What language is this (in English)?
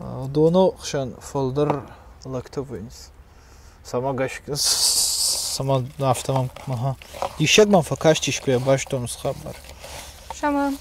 Ossetic